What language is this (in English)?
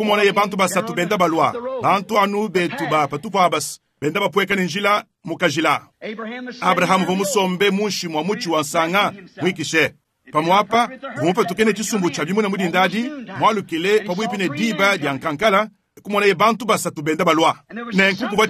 Luba-Lulua